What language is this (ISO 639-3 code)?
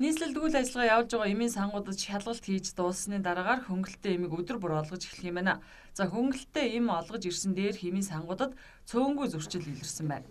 mon